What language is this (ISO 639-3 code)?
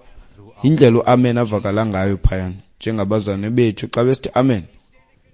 xho